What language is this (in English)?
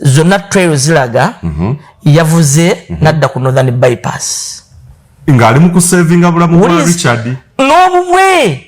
Ganda